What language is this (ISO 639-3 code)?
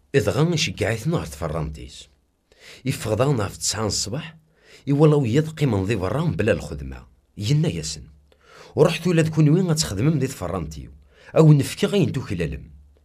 kab